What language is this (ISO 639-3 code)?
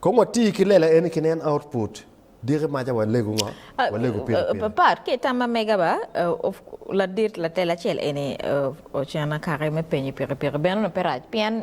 ach